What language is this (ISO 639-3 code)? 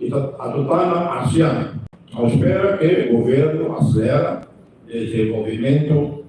tet